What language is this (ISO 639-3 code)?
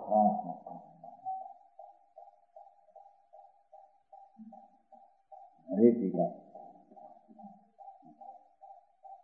guj